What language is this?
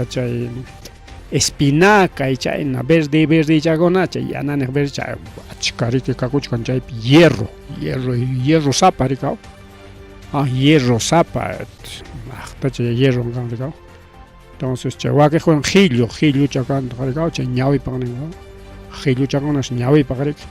Ayacucho Quechua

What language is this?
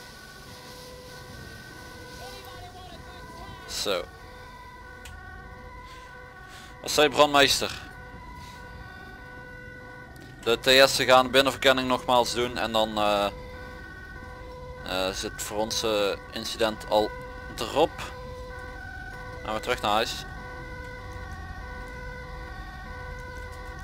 Dutch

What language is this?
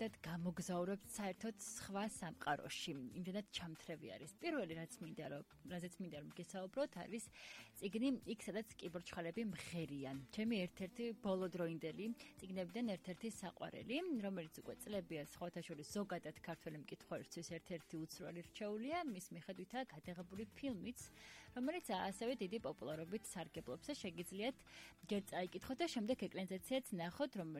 Georgian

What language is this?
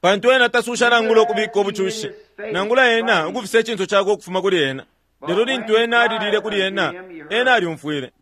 Bemba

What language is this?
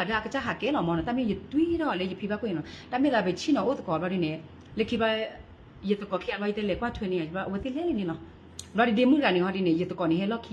S'gaw Karen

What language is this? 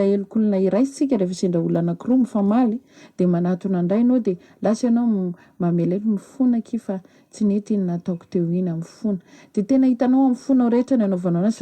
Malagasy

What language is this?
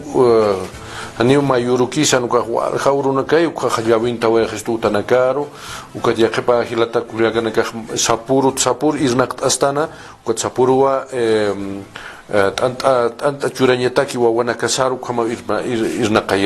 Aymara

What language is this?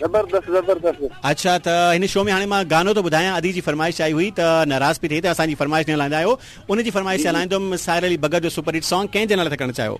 Sindhi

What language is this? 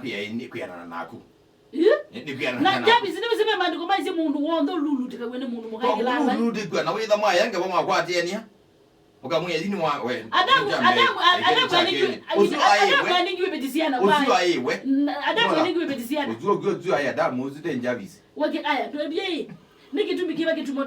Kamba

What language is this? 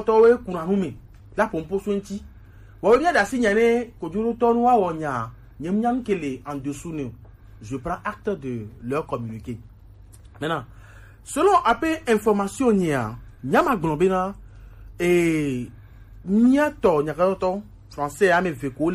Gen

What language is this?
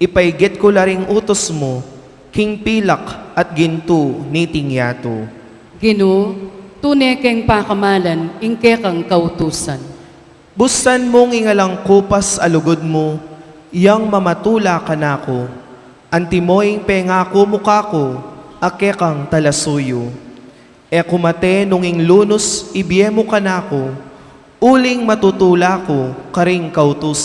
Pampanga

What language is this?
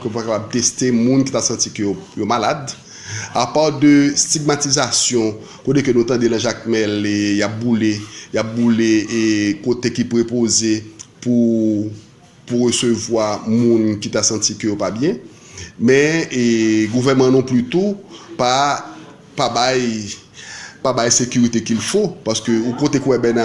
Haitian Creole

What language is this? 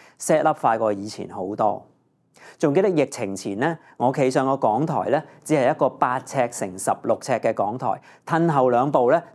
Cantonese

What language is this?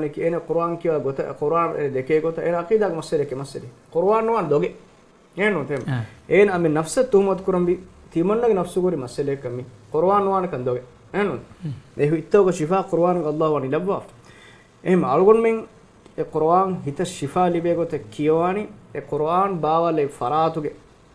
Divehi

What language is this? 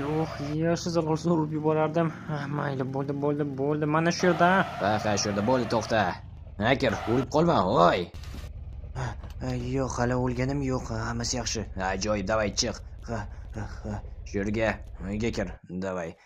Uzbek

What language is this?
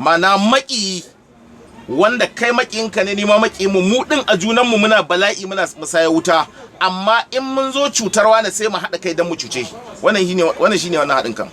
Hausa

